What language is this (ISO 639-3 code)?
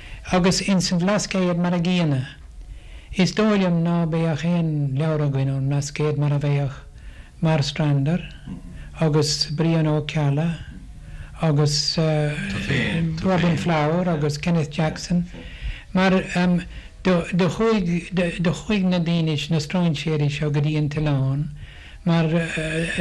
gle